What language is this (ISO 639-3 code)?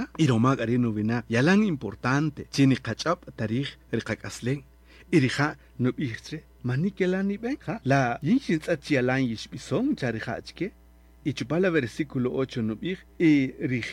cak